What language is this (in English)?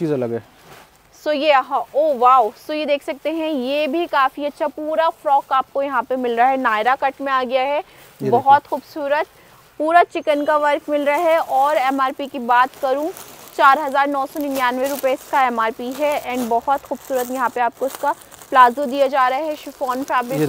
Hindi